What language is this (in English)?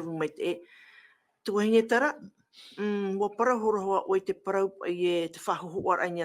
Tahitian